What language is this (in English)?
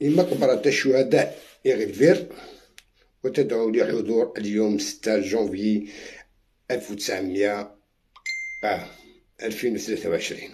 Algerian Arabic